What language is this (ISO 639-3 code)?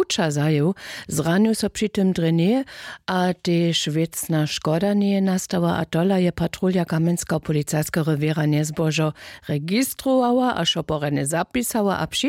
hsb